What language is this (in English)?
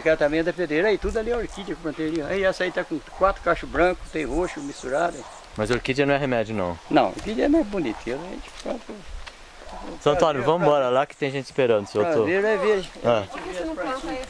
Portuguese